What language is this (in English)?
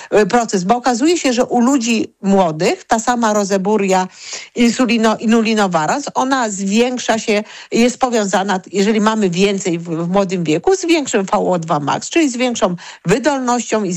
Polish